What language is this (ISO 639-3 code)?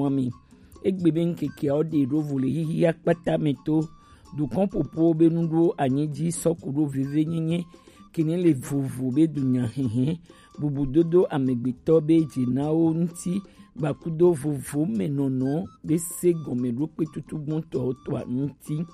gej